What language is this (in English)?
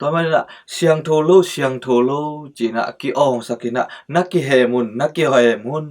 Tedim Chin